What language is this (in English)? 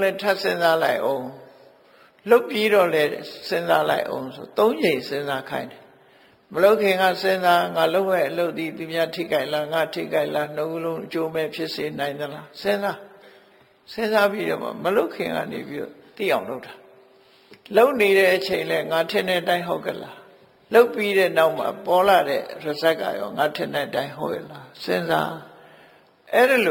Burmese